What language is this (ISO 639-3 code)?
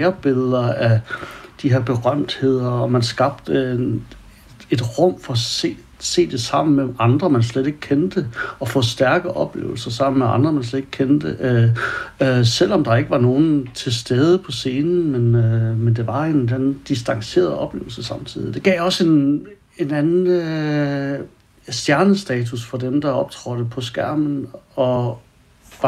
dan